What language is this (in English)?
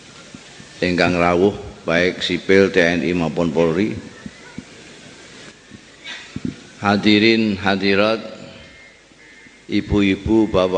Indonesian